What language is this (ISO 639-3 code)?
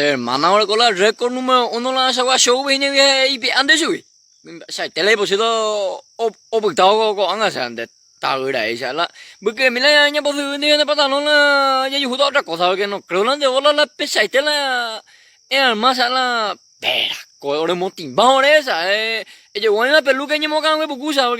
grn